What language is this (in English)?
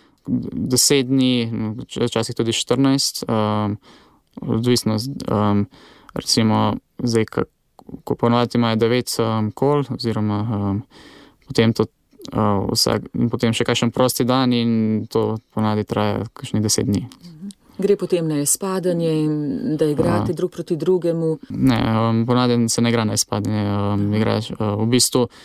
Slovenian